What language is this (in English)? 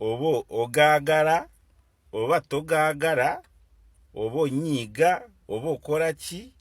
Ganda